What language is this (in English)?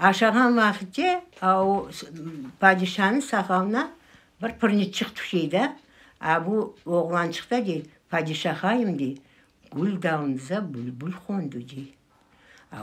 Crimean Tatar